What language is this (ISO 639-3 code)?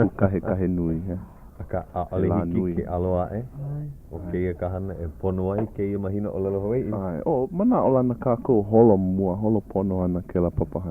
haw